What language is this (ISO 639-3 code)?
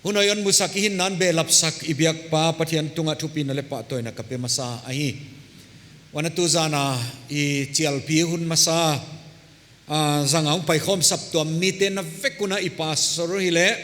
pck